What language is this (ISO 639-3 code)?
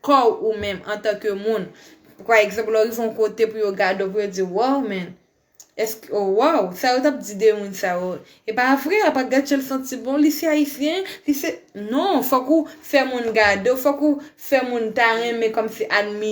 hat